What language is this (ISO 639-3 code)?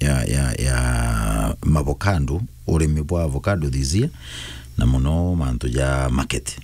mer